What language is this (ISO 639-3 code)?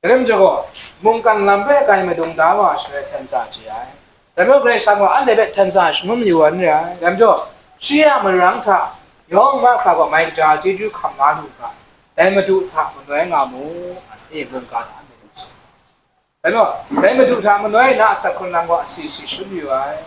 kac